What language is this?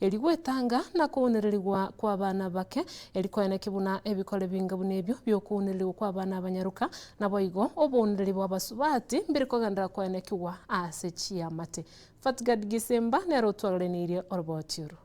Gusii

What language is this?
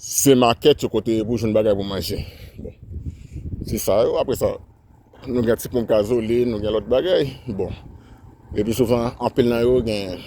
Haitian Creole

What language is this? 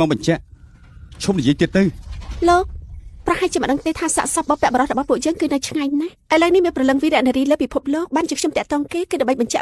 Khmer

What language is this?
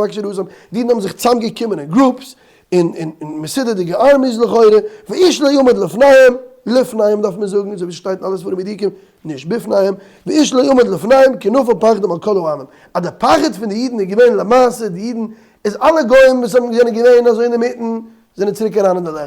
Yiddish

